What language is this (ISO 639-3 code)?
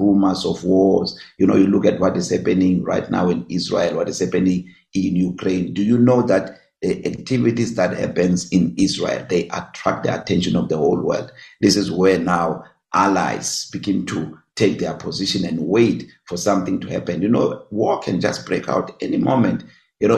eng